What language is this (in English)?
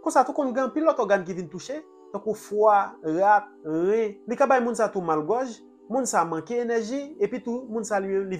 Haitian Creole